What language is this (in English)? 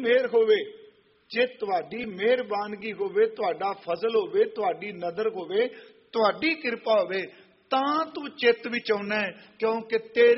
Punjabi